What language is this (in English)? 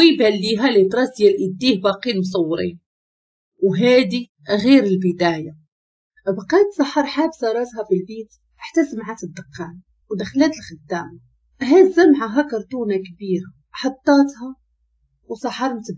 Moroccan Arabic